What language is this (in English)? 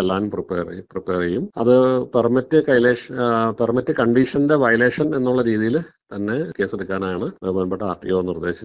Malayalam